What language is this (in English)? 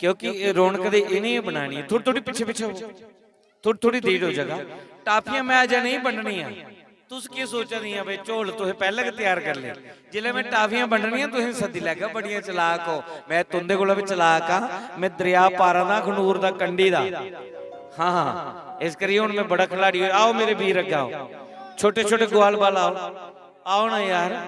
Dogri